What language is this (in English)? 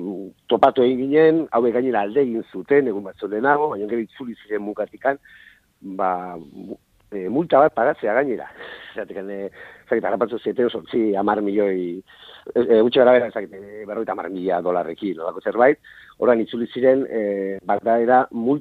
Basque